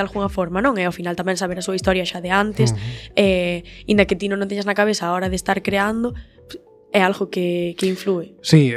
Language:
Galician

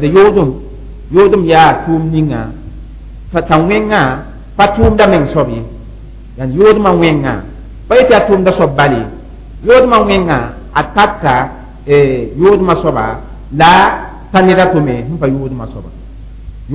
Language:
Mossi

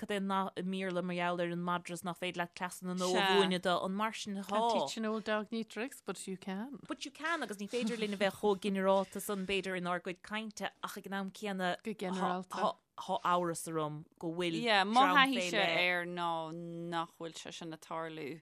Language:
Irish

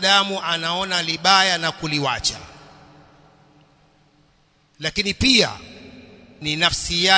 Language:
Swahili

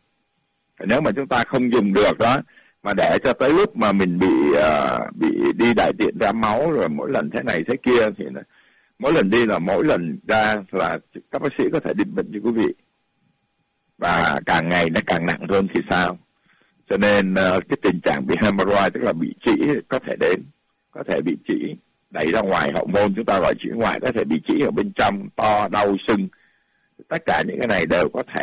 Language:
Vietnamese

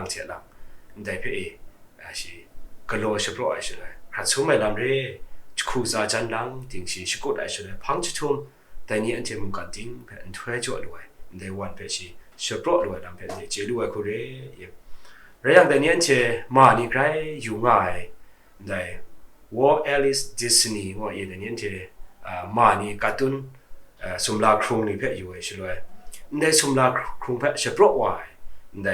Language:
Kachin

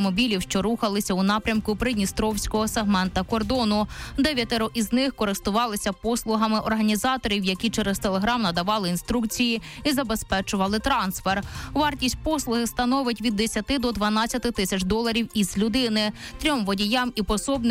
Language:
Ukrainian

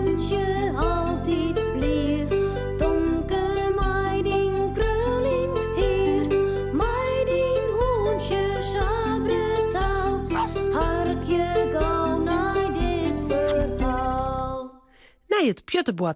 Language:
Western Frisian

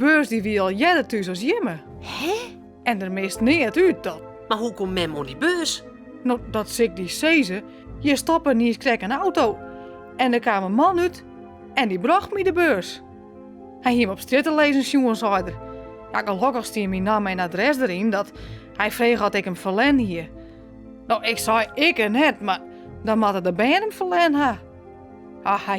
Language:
Western Frisian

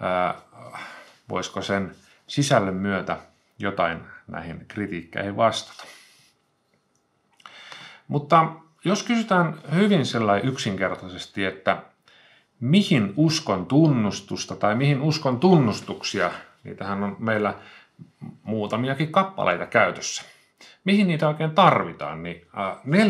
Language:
Finnish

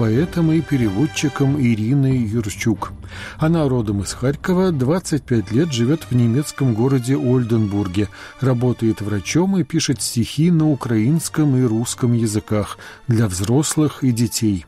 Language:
Russian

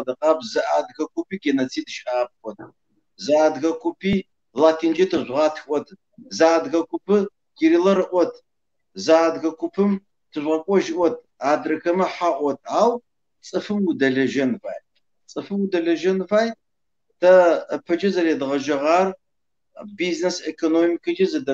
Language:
Kabardian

